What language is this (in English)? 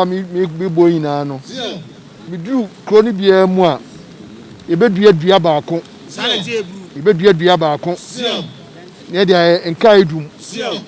Akan